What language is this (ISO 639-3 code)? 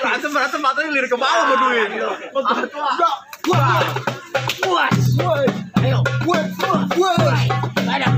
bew